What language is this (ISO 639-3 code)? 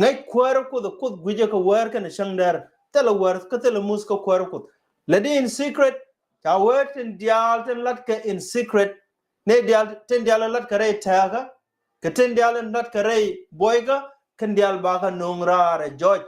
nus